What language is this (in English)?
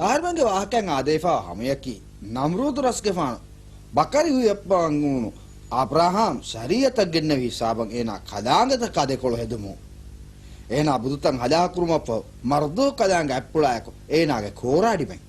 Divehi